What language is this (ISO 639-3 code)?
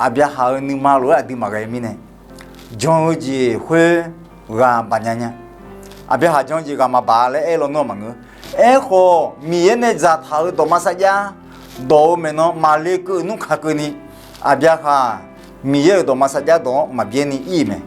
ahk